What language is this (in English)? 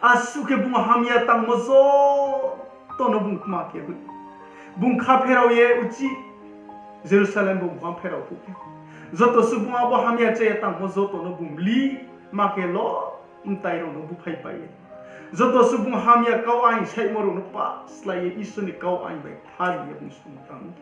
Riang (India)